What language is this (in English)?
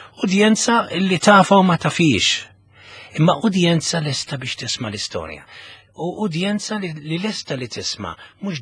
Maltese